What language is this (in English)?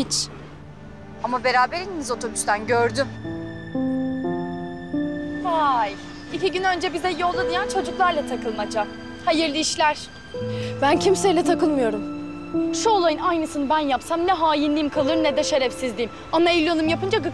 Turkish